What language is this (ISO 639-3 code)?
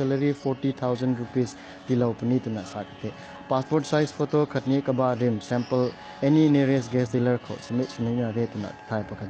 nbu